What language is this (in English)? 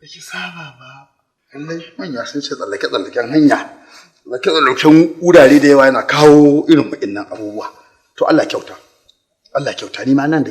Hausa